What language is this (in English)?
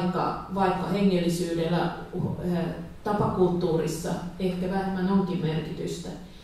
Finnish